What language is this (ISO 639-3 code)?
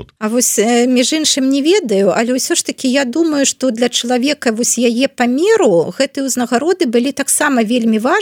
bel